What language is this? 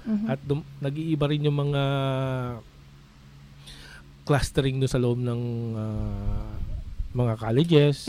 Filipino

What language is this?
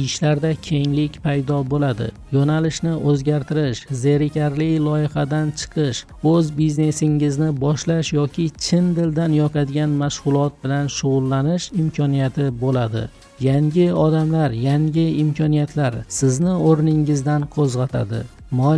Uzbek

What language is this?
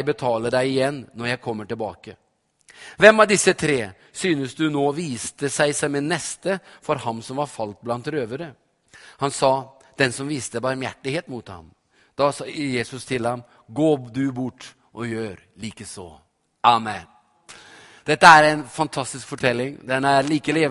Norwegian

